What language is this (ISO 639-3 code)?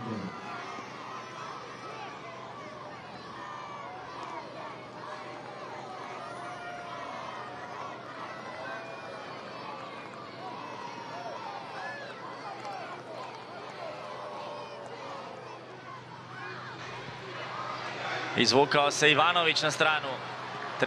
hrv